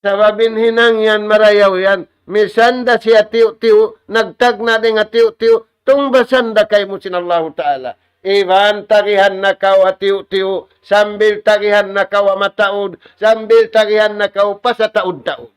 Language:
Tausug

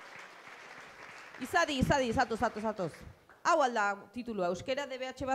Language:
Basque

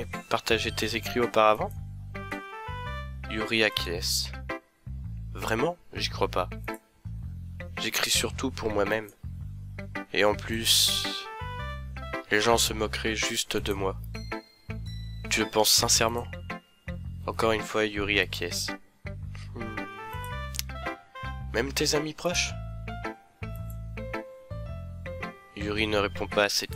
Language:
French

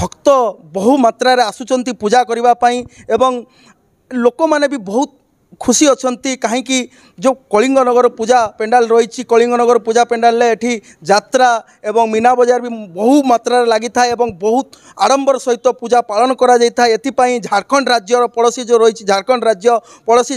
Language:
Odia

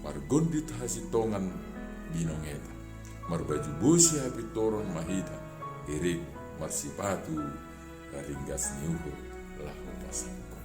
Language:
Batak Simalungun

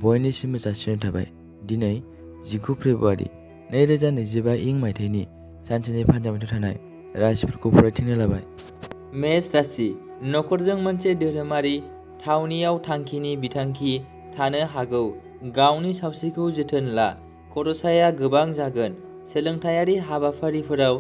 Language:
Bodo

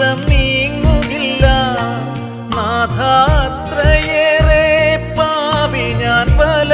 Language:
Malayalam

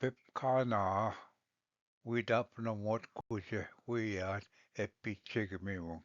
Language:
Ojibwa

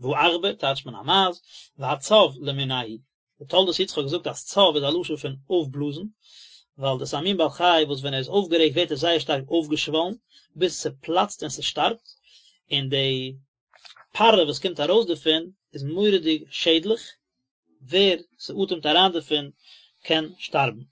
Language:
Yiddish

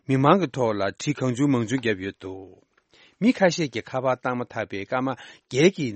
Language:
Tibetan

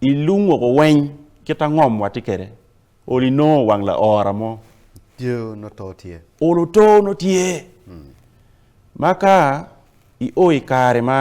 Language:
Acoli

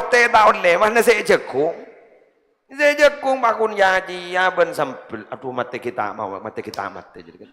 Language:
Madurese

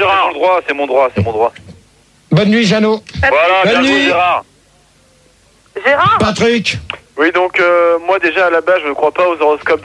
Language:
French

